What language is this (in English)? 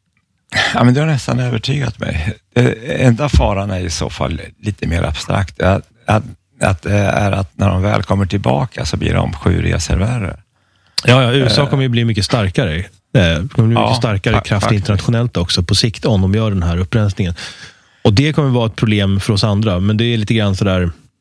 Swedish